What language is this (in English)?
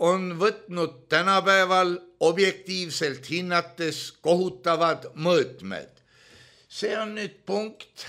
Estonian